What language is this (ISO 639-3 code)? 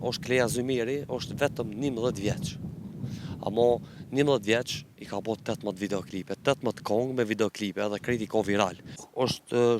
sqi